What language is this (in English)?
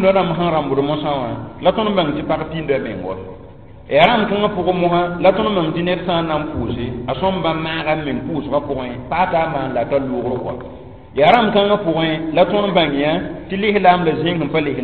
Mossi